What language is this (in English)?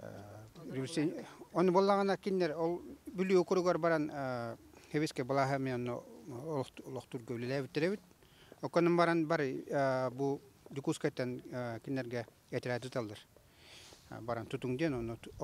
Yakut